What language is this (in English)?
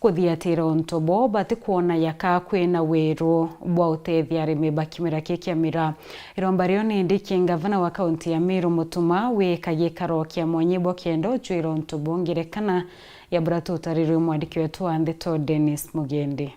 Meru